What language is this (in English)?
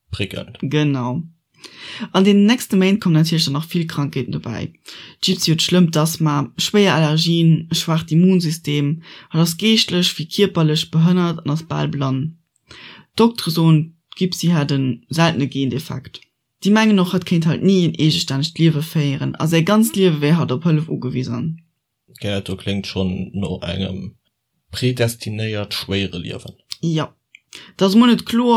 Luxembourgish